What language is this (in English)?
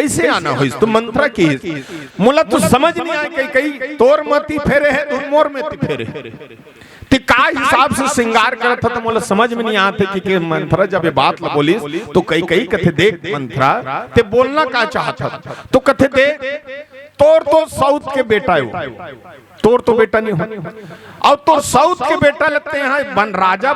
Chhattisgarhi